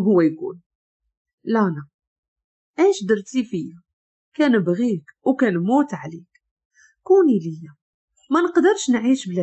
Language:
Moroccan Arabic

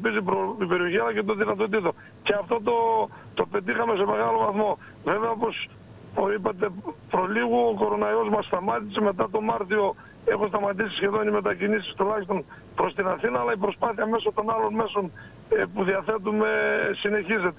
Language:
Greek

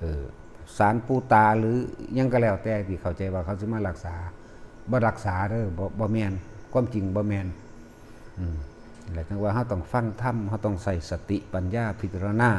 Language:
Northeastern Thai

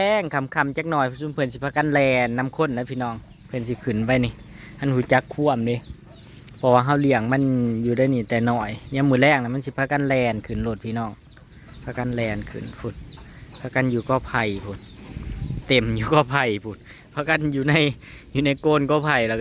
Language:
Northeastern Thai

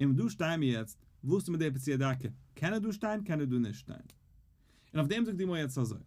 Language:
Yiddish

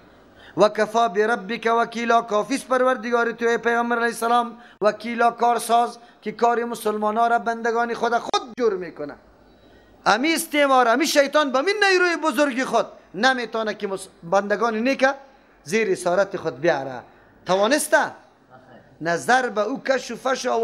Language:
Persian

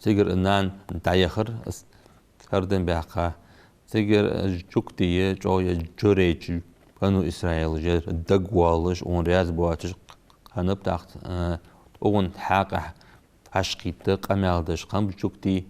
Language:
Ingush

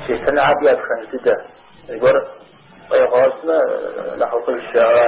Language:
Kabardian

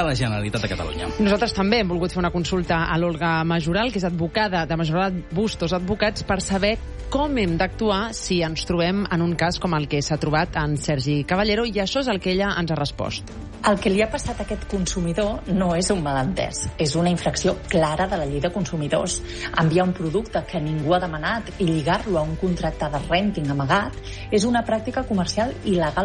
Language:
Catalan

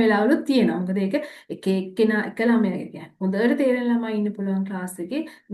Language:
Sinhala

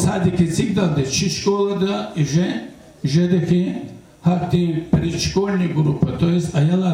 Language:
Lezghian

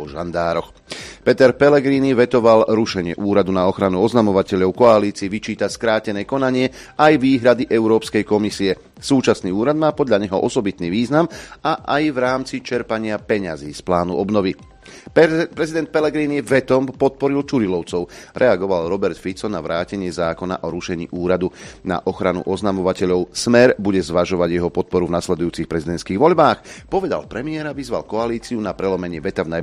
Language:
Slovak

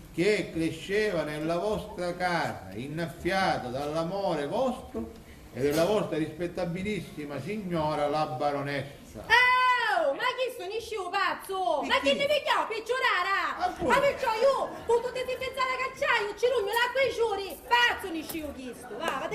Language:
Sicilian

